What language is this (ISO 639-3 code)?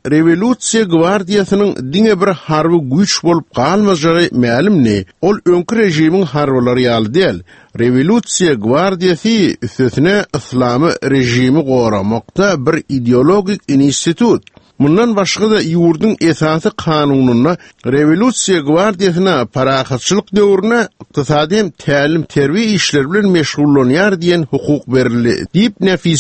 tuk